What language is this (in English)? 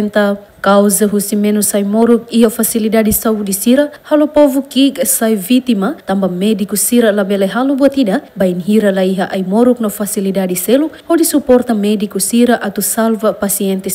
Tetum